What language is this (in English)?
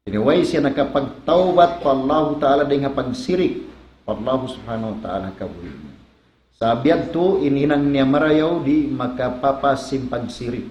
Tausug